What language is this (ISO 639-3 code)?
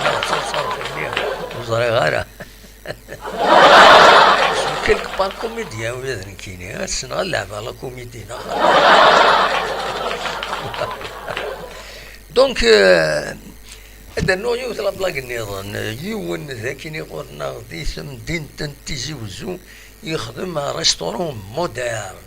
kab